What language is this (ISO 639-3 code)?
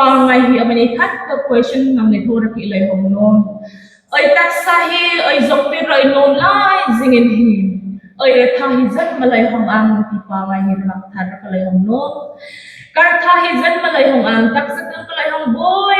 hmr